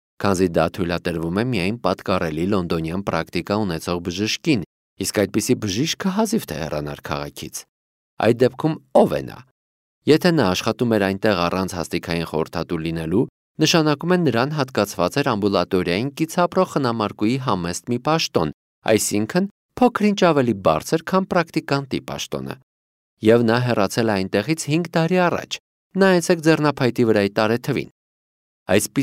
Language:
Armenian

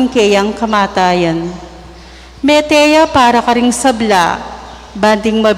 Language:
Pampanga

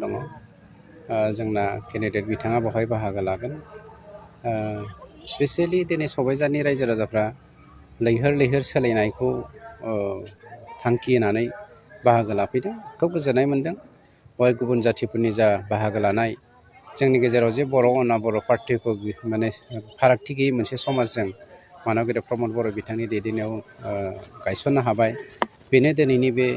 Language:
Bodo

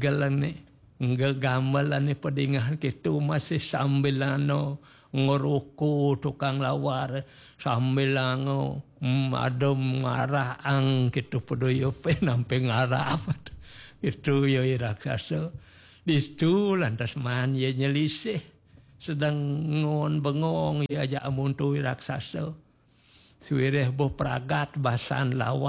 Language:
Balinese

